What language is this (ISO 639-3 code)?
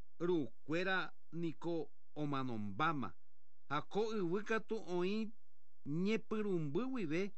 grn